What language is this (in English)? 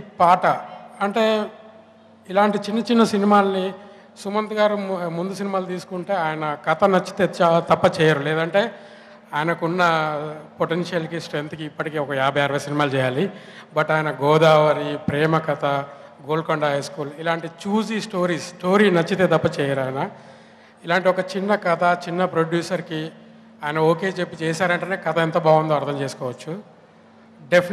Telugu